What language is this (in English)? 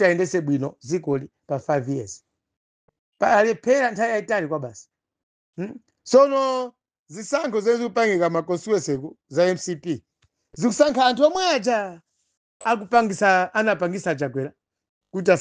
Nyanja